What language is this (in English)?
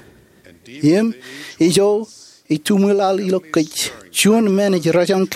Marshallese